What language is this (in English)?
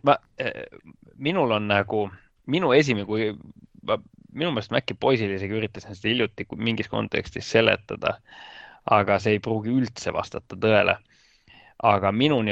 Estonian